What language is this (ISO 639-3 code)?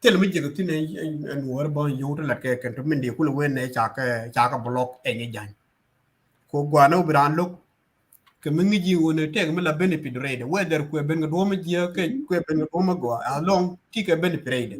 nus